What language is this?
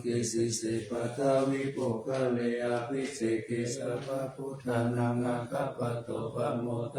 Pali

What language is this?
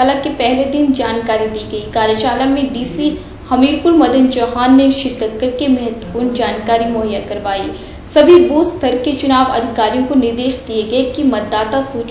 Hindi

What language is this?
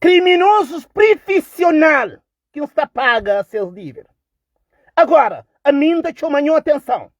Kabuverdianu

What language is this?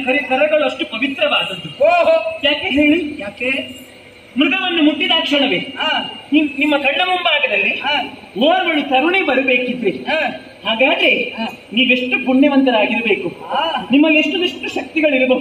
Kannada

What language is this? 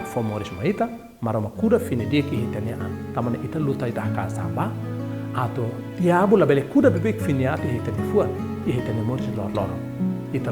Tetum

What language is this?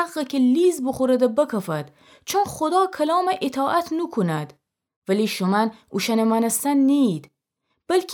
Gilaki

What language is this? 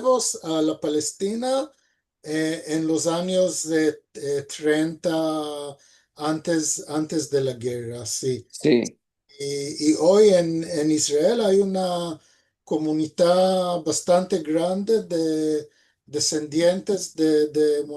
Ladino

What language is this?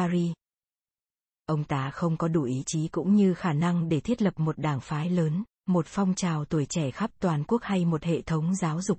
Vietnamese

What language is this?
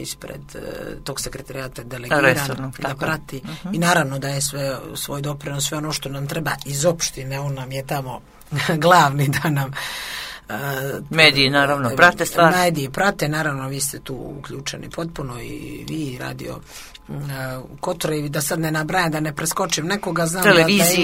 Serbian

